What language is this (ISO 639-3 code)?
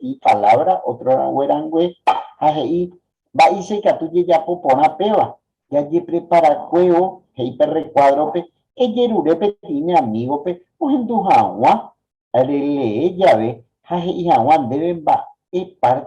grn